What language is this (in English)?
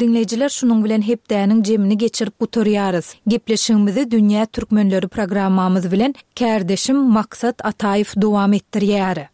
Turkmen